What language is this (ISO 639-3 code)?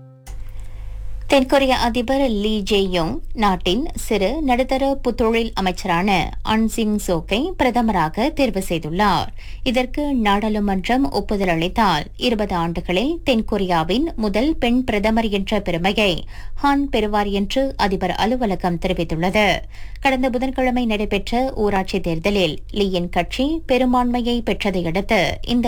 tam